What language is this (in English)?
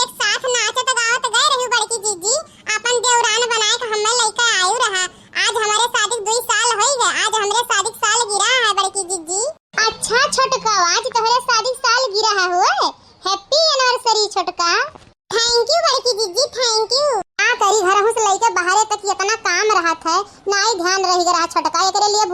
Awadhi